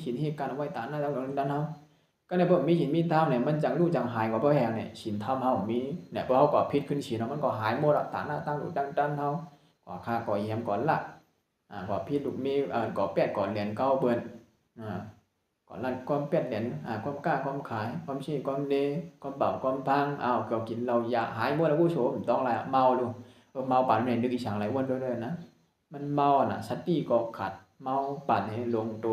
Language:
Shan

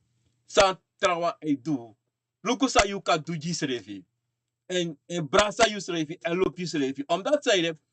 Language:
Sranan Tongo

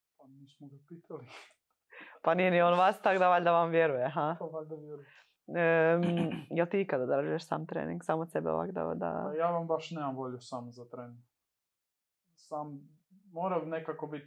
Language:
Croatian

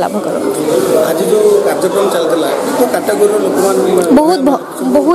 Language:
Odia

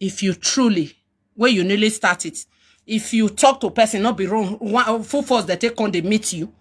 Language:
Nigerian Pidgin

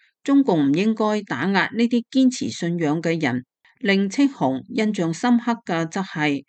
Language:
Cantonese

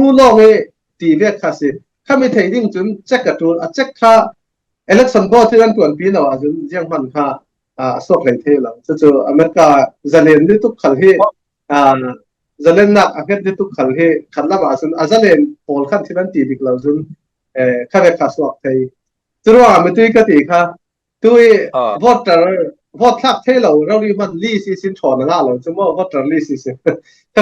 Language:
Falam Chin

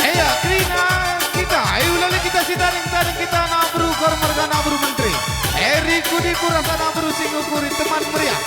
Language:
Batak Karo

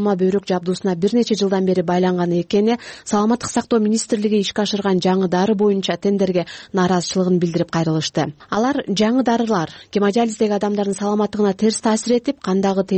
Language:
Kyrgyz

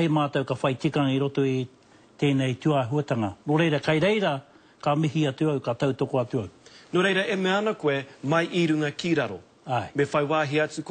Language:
Māori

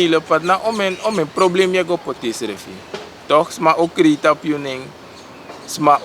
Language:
Sranan Tongo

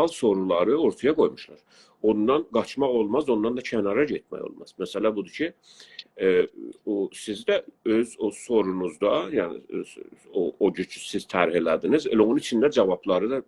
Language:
South Azerbaijani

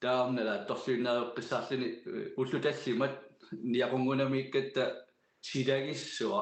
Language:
Kalaallisut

